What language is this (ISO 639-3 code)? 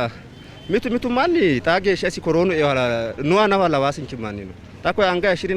sid